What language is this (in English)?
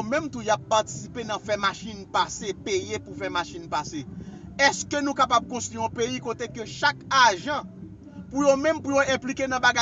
Haitian Creole